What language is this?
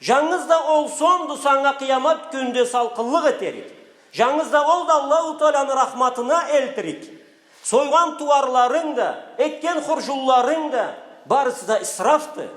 Karachay-Balkar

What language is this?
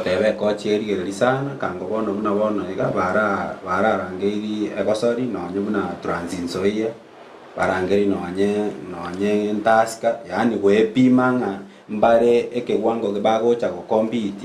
Gusii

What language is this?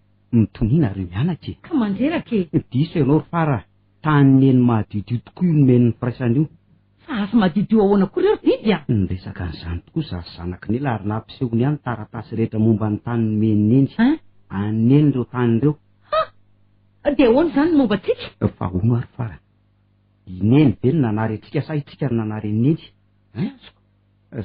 Malagasy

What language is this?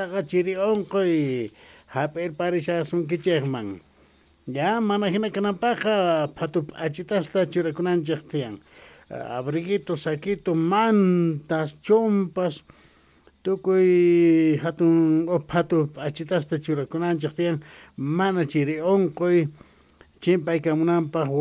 South Bolivian Quechua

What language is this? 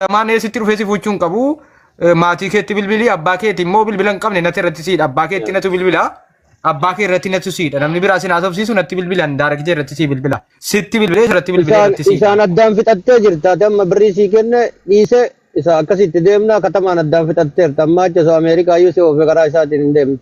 Oromo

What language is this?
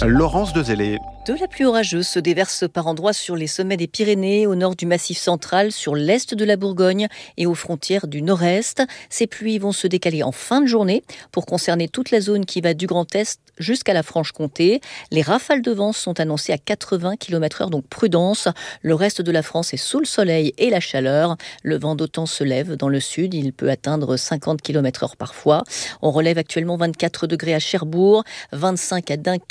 French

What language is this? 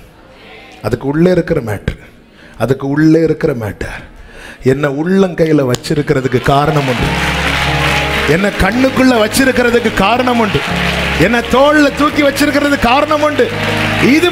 Tamil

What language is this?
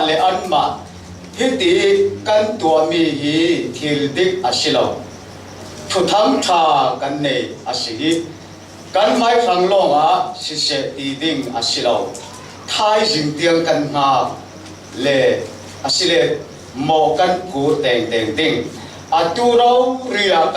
Falam Chin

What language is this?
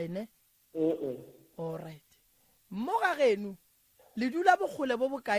Northern Sotho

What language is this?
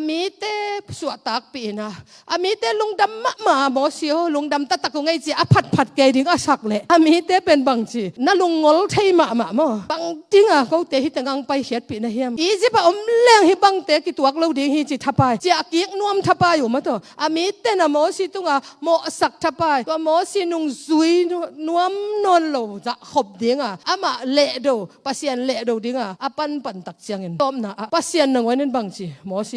Tedim Chin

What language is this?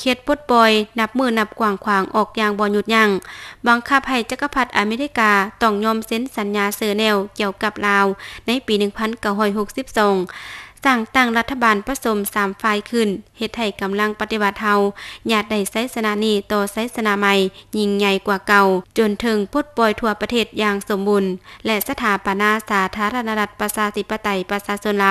Lao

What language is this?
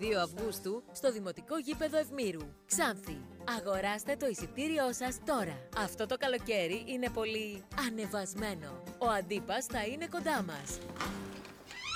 Greek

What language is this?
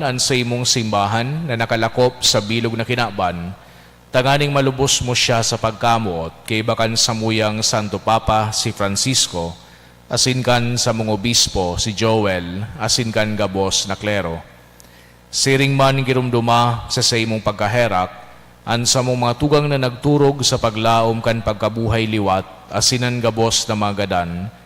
Bikol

